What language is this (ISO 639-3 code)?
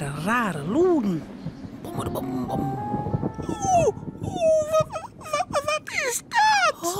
fry